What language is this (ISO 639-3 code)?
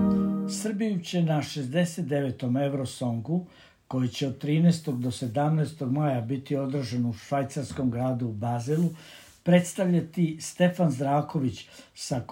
srp